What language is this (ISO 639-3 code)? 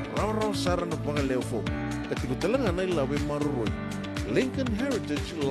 fij